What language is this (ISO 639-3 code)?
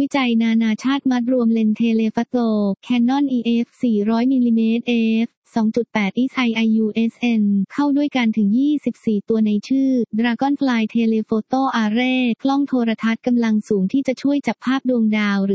tha